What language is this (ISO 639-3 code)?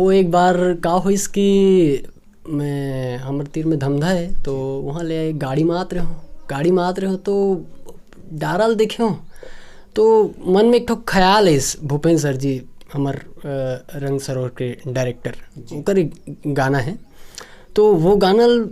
hne